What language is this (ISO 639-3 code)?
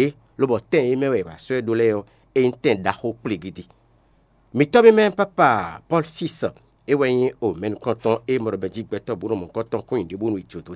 fon